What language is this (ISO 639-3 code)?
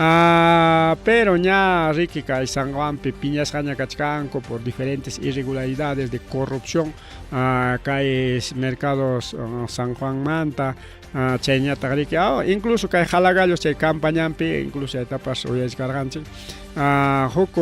quy